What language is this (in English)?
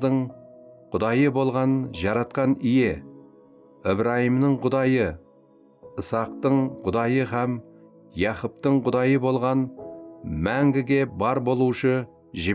Kara-Kalpak